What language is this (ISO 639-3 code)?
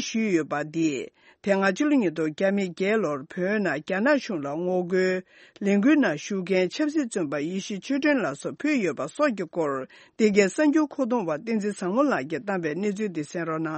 bod